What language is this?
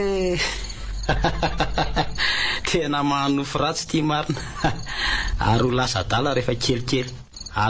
Malagasy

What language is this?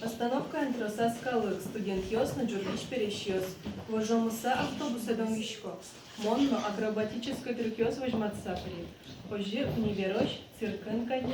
Udmurt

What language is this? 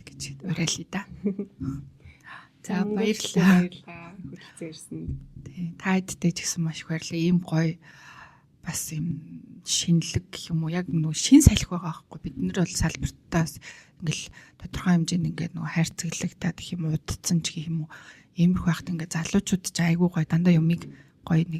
Mongolian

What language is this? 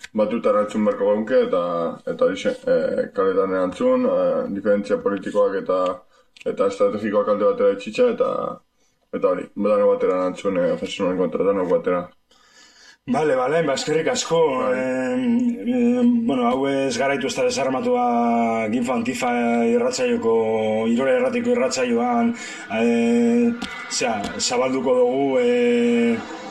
Basque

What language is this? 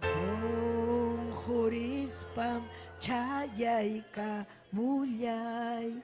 Ayacucho Quechua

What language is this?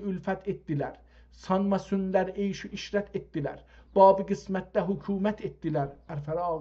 South Azerbaijani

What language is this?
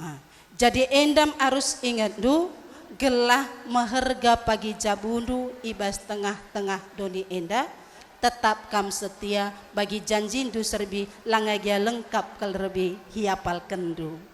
Batak Karo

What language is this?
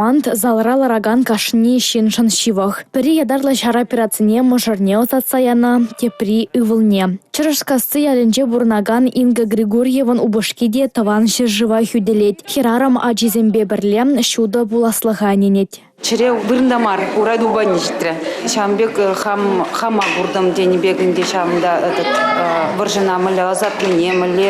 Chuvash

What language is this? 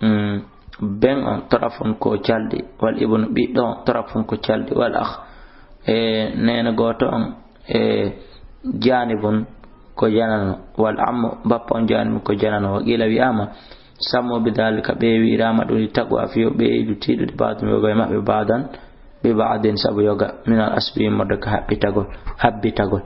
Fula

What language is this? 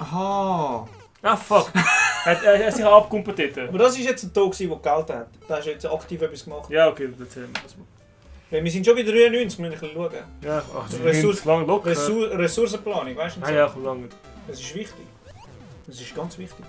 Swiss German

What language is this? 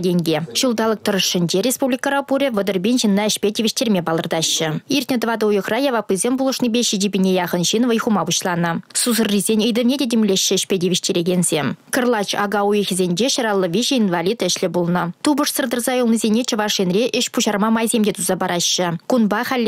Chuvash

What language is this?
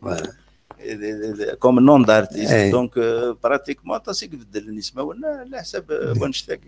Kabyle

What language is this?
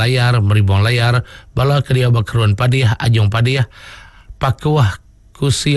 Iban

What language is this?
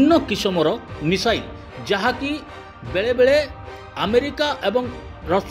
Odia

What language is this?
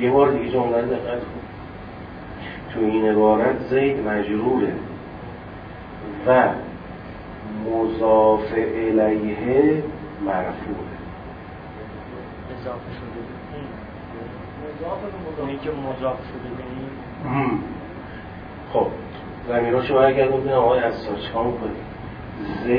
Persian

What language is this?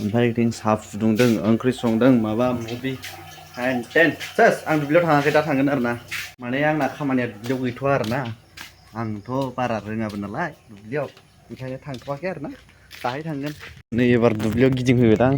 Bodo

